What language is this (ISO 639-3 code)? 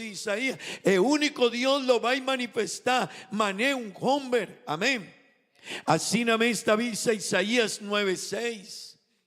pap